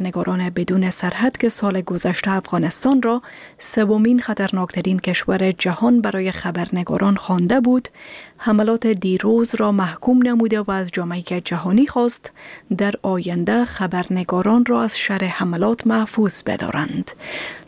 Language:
Persian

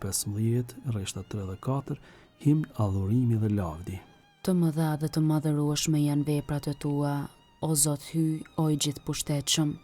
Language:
Albanian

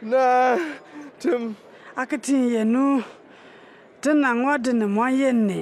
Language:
Bimoba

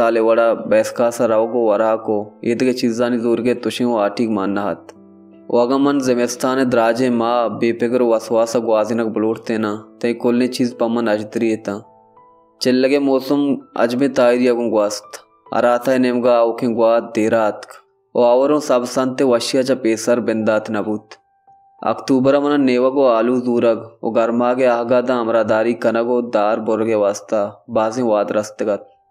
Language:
Baluchi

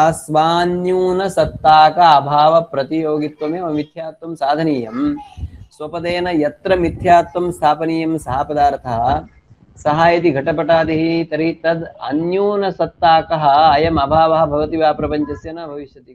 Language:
Sanskrit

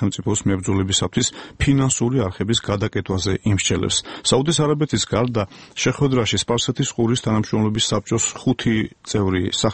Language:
Georgian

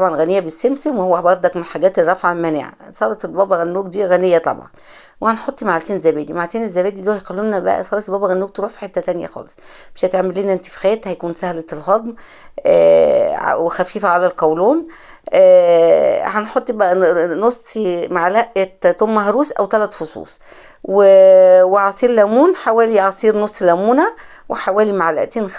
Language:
Egyptian Arabic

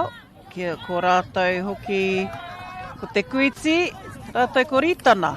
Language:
Māori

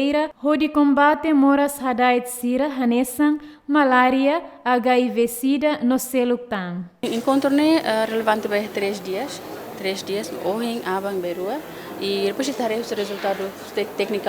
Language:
Tetum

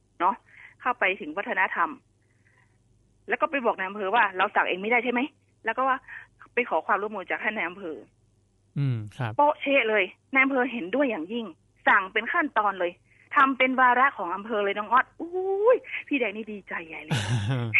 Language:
Thai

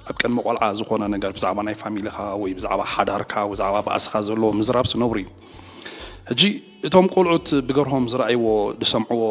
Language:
Tigrinya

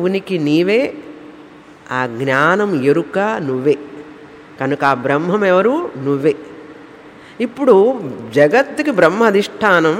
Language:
Telugu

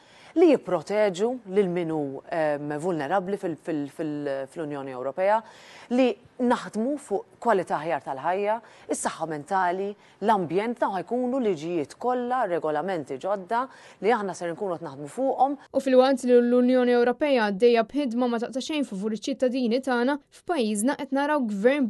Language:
Maltese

